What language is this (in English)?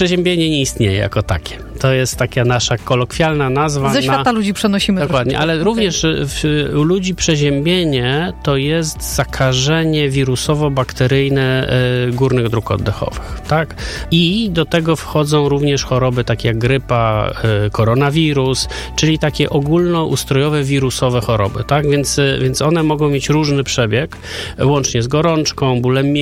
Polish